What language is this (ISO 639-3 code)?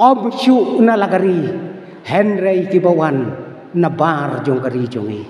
kha